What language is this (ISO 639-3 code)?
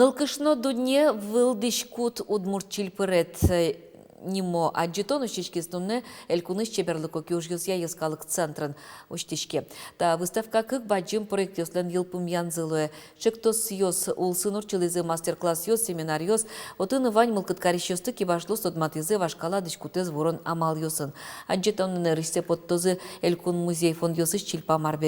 udm